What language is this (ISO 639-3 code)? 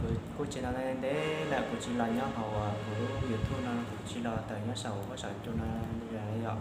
hmn